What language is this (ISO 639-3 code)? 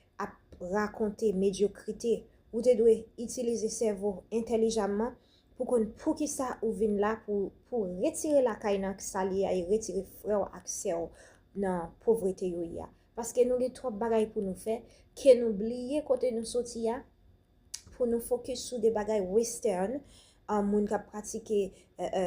hat